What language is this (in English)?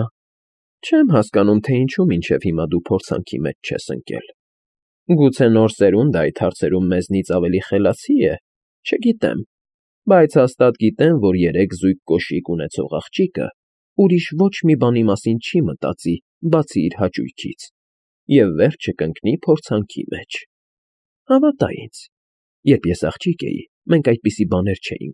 Armenian